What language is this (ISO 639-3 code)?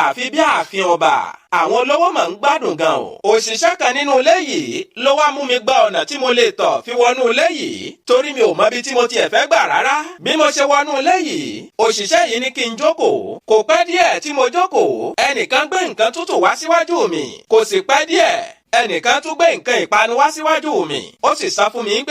yor